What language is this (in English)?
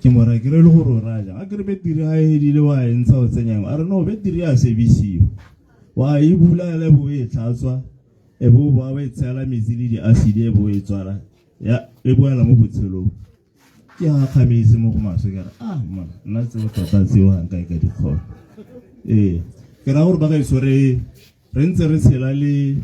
Tswana